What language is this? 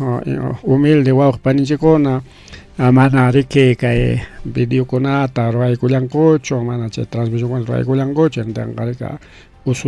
Ayacucho Quechua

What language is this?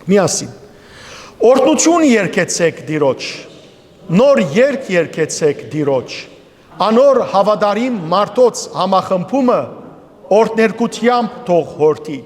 Western Armenian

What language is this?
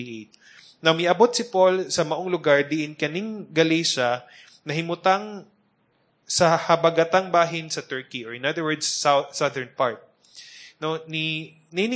Cebuano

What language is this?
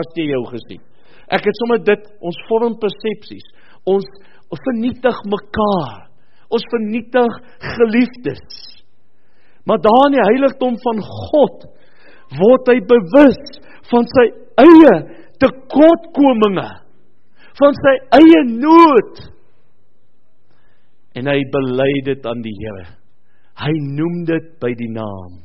Afrikaans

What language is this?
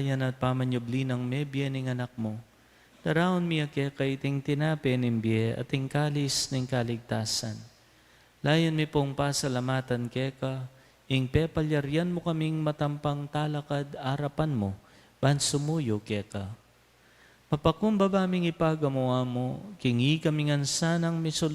Pampanga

